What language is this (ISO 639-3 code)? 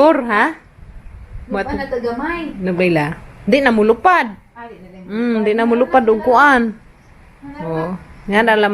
ceb